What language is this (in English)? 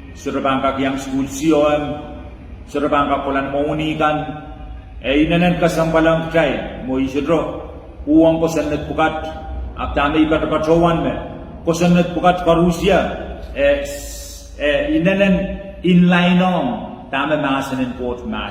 Pohnpeian